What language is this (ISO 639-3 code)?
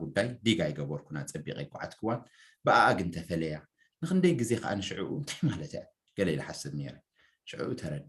tir